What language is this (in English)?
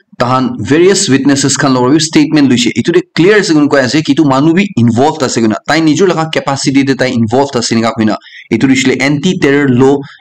Naga Pidgin